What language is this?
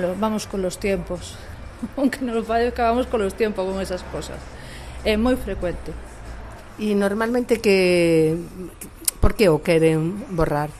Galician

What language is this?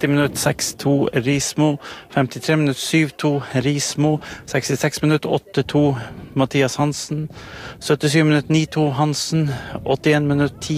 Norwegian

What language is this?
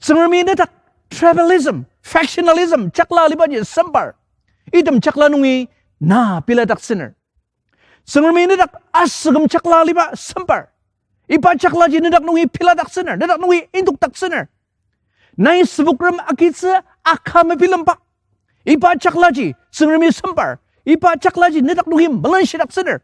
Ao Naga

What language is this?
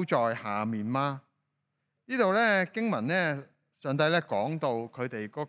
Cantonese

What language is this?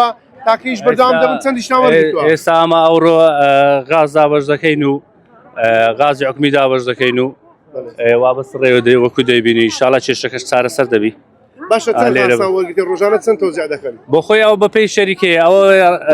Central Kurdish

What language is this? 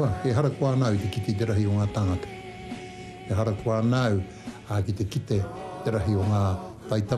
Māori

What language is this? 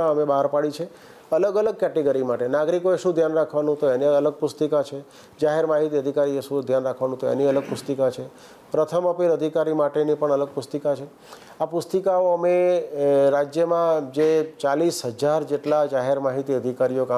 Gujarati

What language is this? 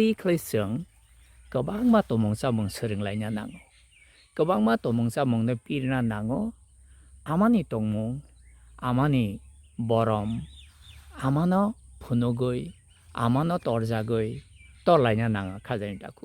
Kok Borok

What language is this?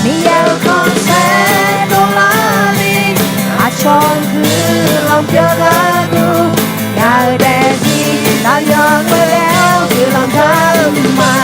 Akha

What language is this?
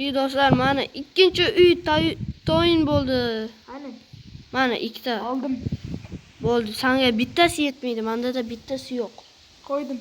Uzbek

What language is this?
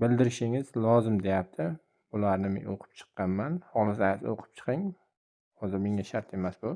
Uzbek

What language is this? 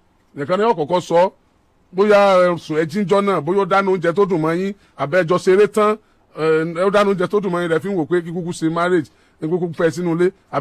Yoruba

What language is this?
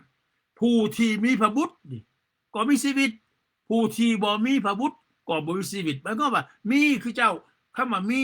Lao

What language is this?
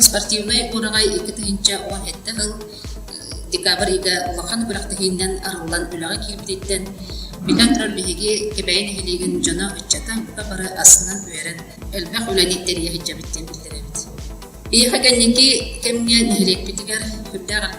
Yakut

